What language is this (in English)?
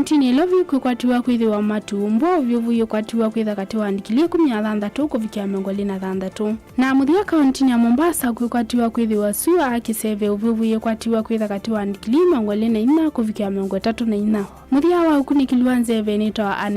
Kamba